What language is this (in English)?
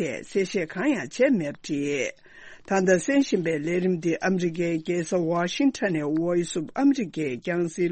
Tibetan